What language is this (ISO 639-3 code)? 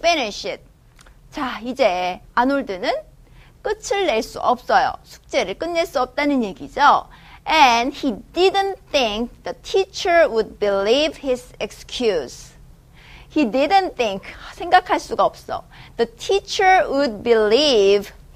kor